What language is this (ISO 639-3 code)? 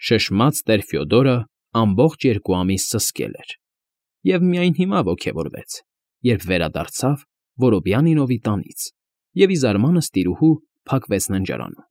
hye